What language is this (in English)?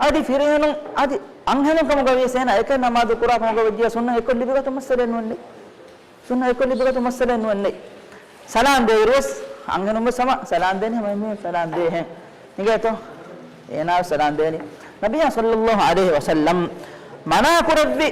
Divehi